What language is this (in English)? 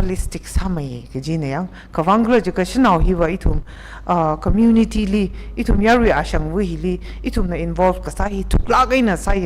Tangkhul Naga (India)